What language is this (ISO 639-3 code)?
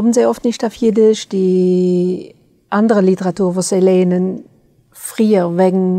yid